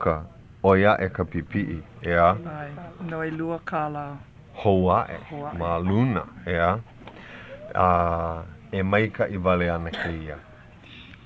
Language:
Hawaiian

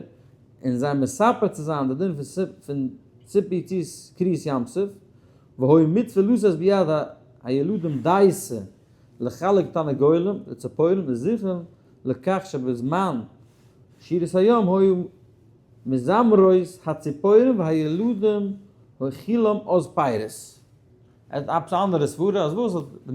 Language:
Yiddish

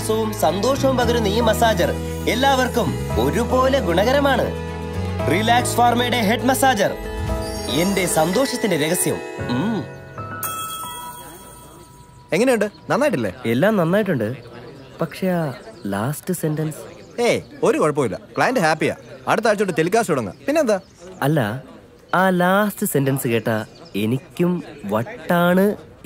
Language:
Malayalam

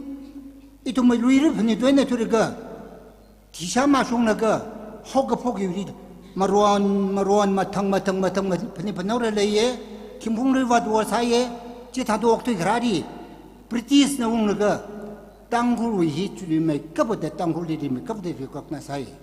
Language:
Tangkhul Naga (India)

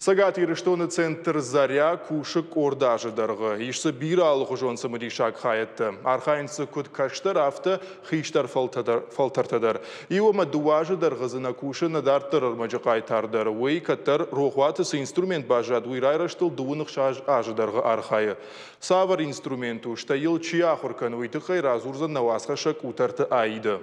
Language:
Ossetic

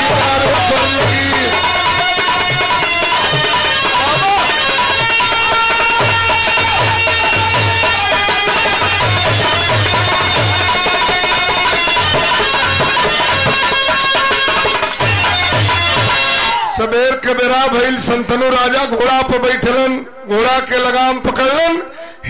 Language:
Bhojpuri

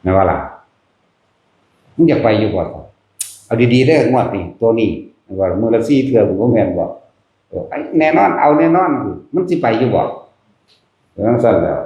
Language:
Northeastern Thai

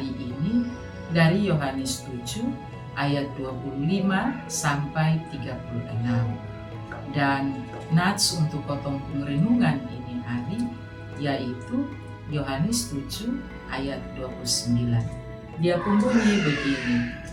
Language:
Kupang Malay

